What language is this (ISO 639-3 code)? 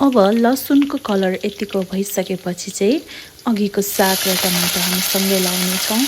nep